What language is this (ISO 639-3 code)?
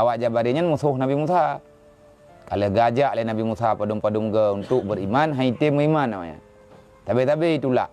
ace